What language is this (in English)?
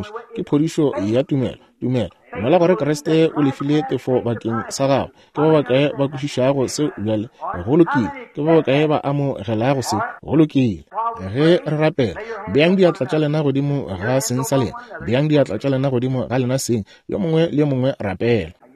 Northern Sotho